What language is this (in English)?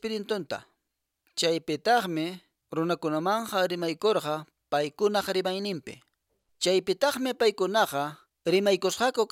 Quechua